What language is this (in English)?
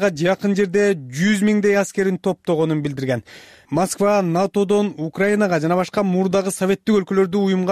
Kyrgyz